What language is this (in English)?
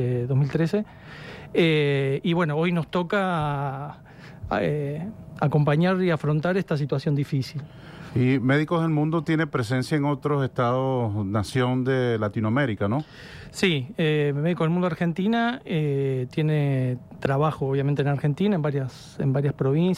Spanish